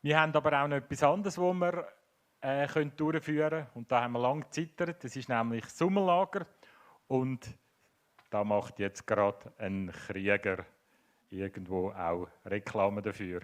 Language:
Swiss German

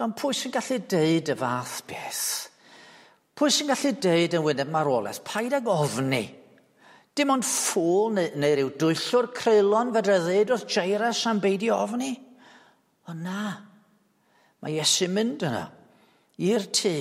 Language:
Welsh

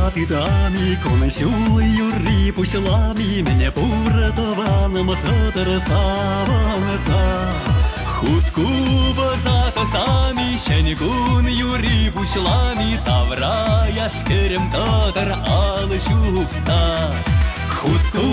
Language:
Chuvash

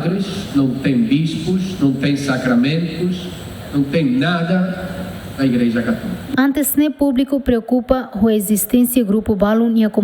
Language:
Tetum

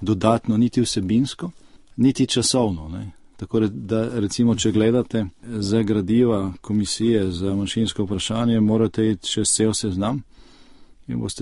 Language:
Slovenian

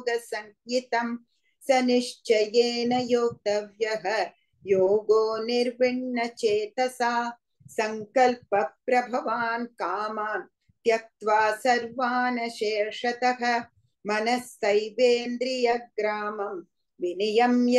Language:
Sanskrit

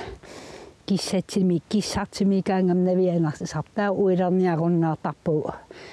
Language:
Kalaallisut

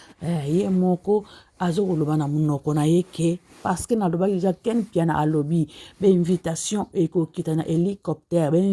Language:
Lingala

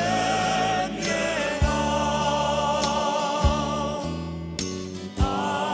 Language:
Icelandic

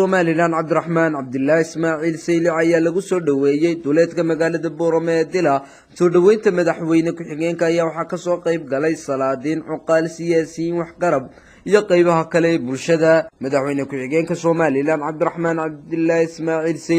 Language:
Somali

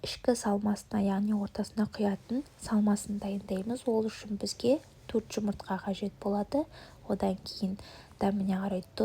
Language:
Kazakh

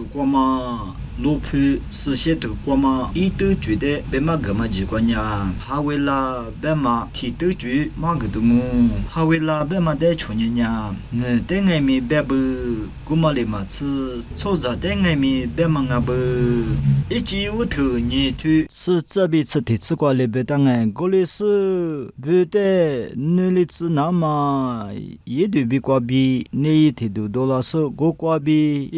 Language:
Lisu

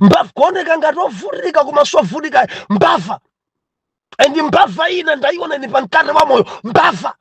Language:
Nyanja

